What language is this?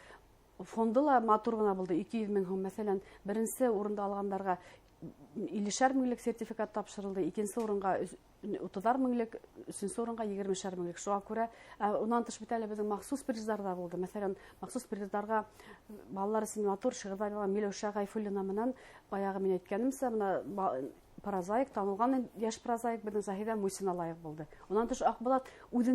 Bashkir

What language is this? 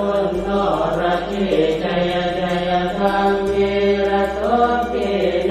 Pali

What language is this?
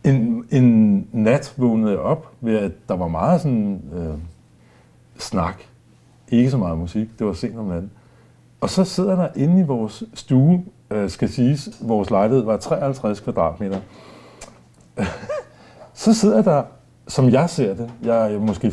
Danish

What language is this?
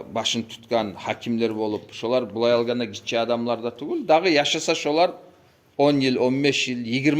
Kumyk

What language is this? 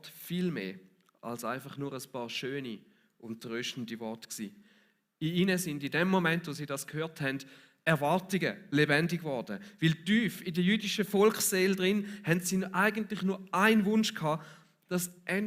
Swiss German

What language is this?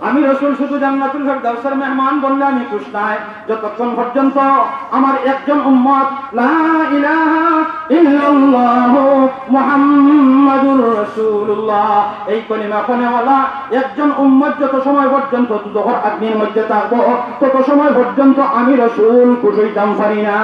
Sylheti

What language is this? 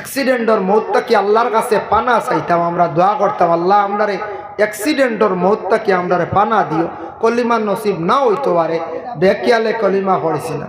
Sylheti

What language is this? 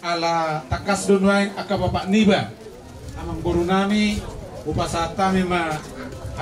Batak Toba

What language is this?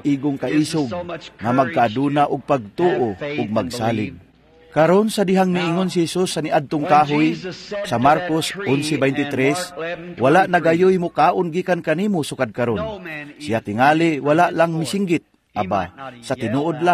Cebuano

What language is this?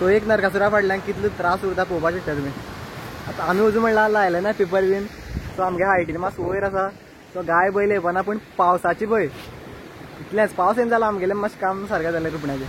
Konkani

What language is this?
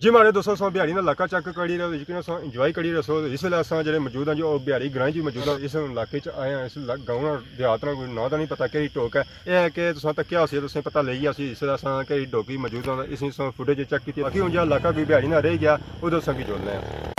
Pahari-Potwari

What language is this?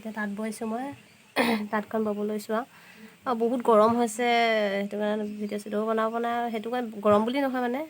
Assamese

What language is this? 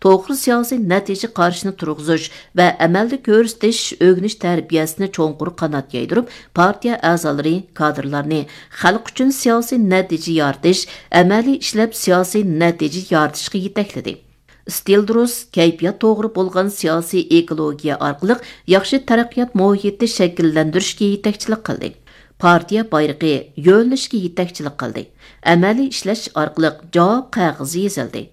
Uyghur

